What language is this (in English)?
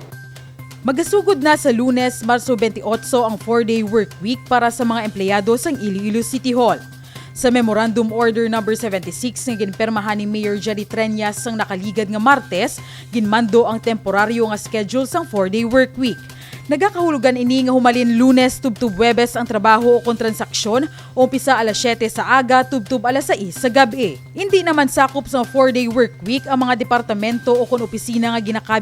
Hiligaynon